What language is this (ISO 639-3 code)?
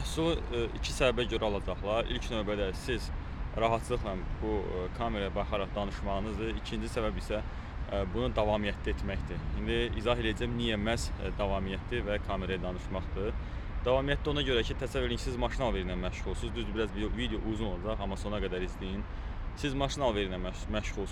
aze